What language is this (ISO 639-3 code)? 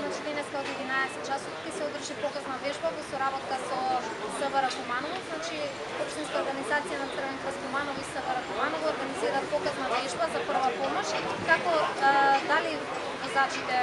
mkd